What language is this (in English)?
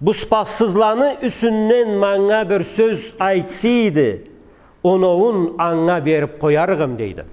Karachay-Balkar